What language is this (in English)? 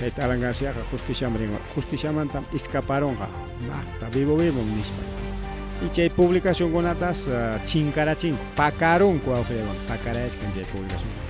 Ayacucho Quechua